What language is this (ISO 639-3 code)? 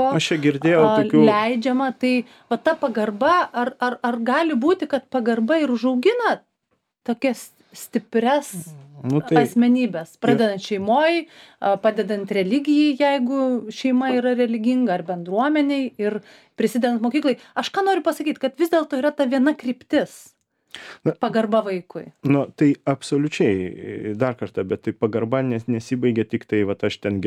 lit